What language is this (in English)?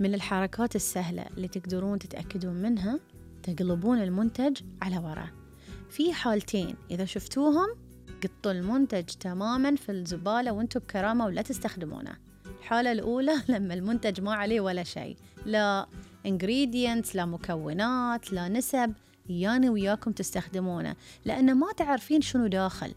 Gulf Arabic